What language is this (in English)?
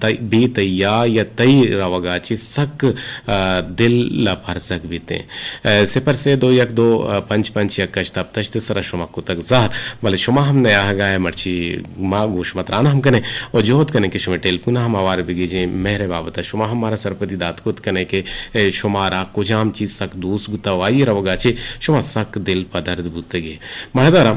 Eastern Balochi